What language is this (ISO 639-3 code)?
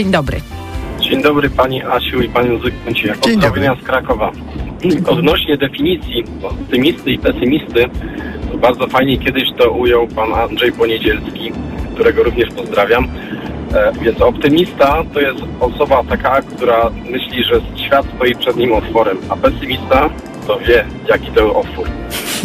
pol